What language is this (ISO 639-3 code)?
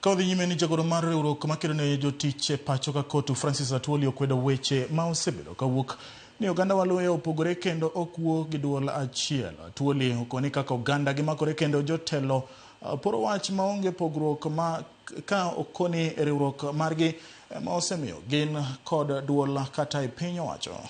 luo